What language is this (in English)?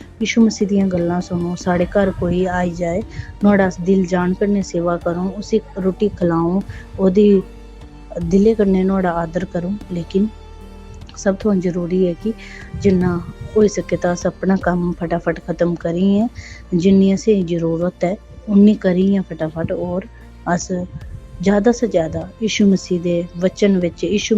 Dogri